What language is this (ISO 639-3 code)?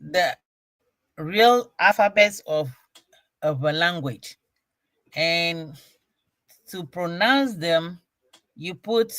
ewe